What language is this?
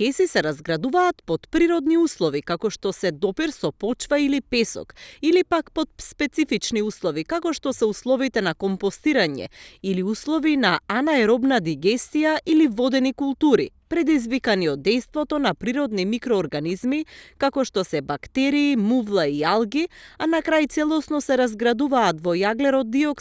Macedonian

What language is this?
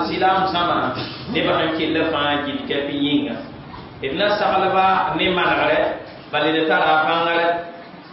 Mossi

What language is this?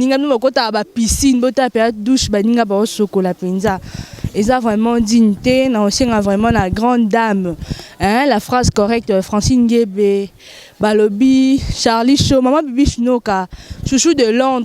Lingala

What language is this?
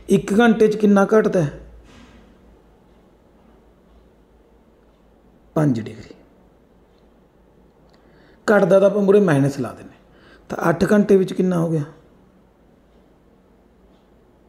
Punjabi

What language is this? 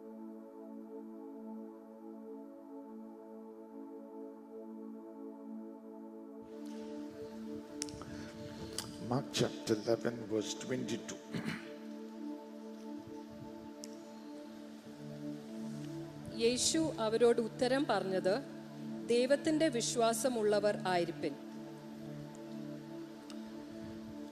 Malayalam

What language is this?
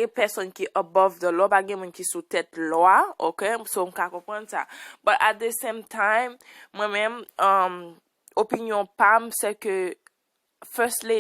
Haitian Creole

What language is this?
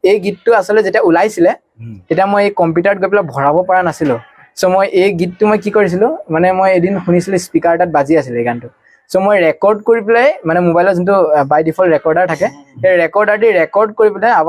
Assamese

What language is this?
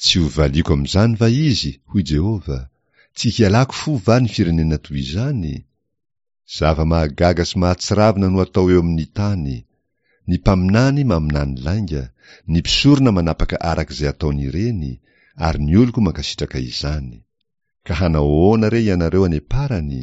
Malagasy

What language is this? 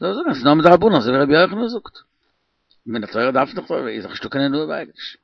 Yiddish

